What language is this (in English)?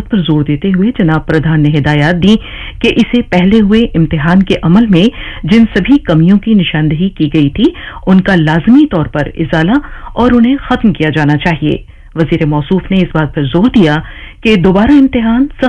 Urdu